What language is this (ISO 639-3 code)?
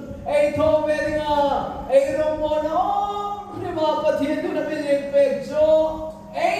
hmr